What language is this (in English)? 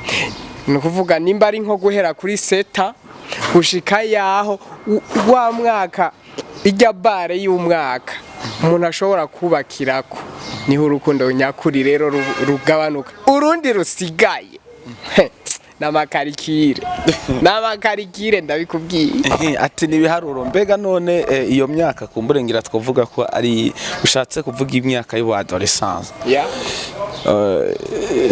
Rundi